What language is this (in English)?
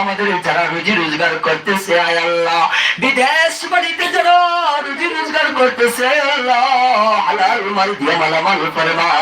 Sylheti